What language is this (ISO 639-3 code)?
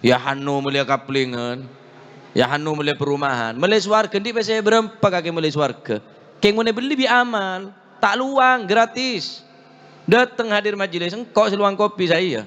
mad